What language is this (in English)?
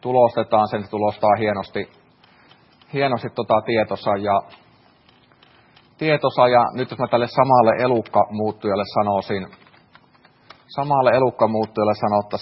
Finnish